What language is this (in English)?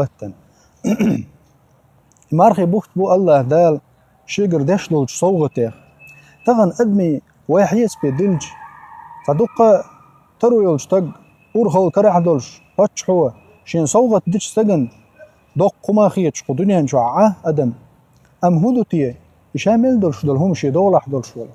Chechen